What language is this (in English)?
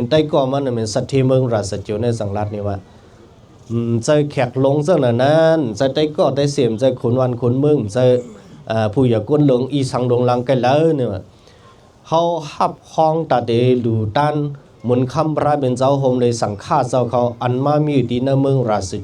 Shan